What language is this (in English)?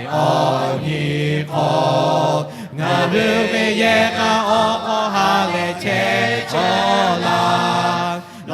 Lahu